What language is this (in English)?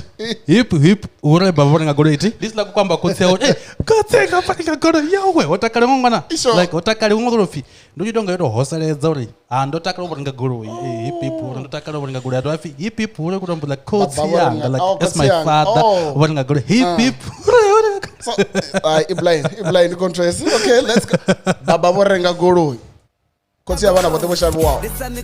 Venda